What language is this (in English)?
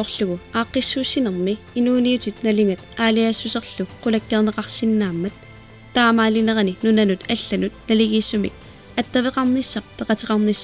Kalaallisut